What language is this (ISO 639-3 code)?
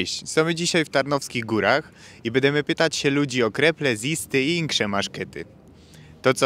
szl